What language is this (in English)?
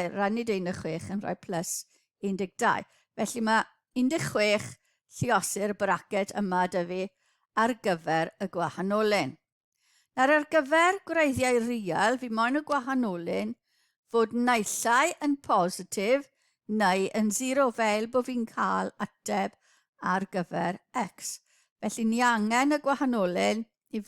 Welsh